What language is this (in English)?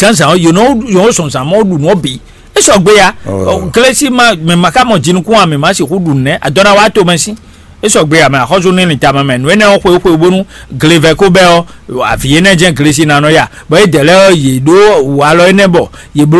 Fon